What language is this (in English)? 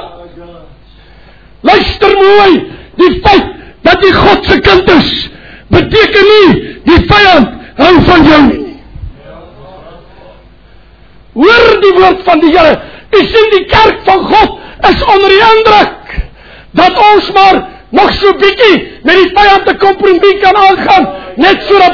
Afrikaans